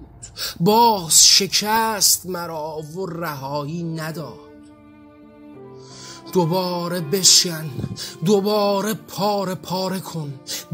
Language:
Persian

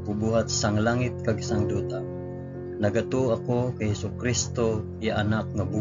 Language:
Hiligaynon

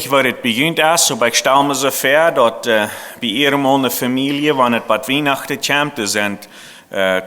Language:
Plautdietsch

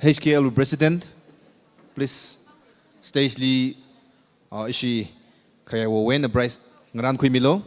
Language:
Tangkhul Naga (India)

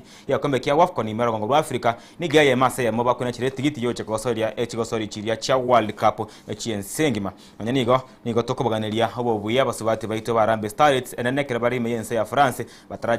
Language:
Gusii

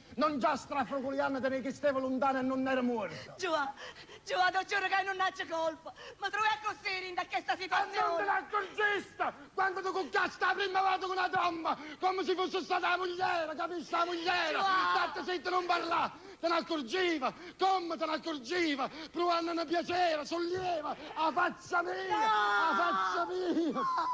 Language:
Neapolitan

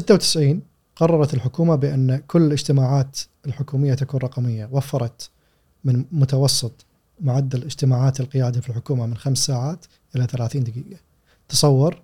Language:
Gulf Arabic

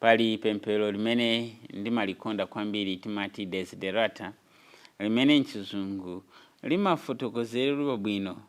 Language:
Nyanja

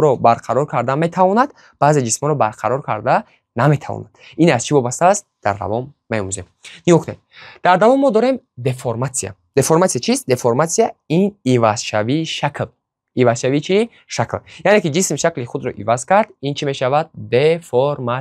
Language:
Tajik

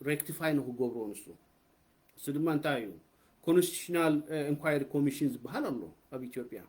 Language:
Tigrinya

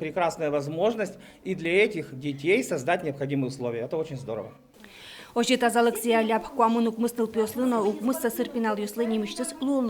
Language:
Udmurt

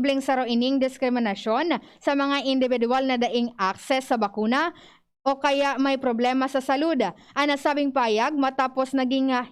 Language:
Bikol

